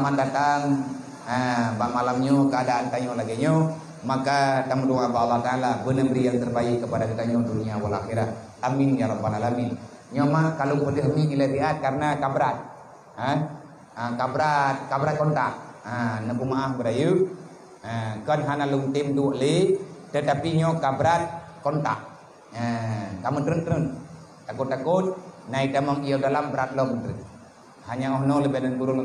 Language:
Achinese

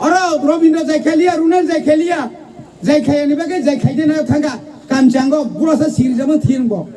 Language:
Kok Borok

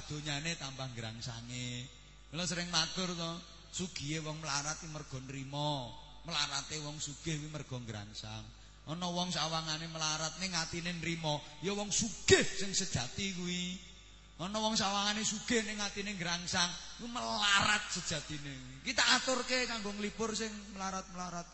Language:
Javanese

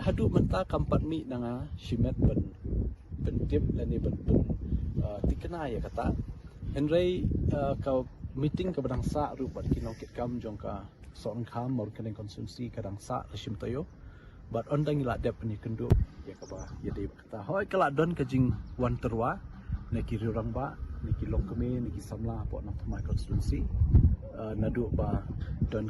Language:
Khasi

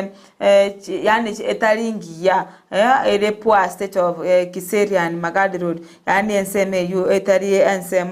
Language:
Gusii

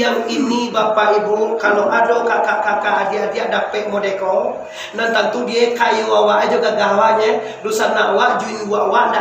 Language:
Minangkabau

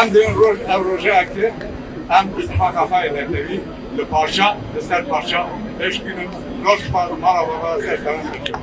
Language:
Kurdish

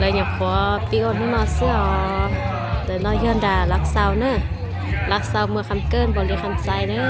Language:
Hmong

